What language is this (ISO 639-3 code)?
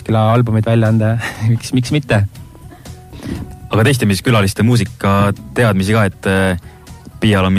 est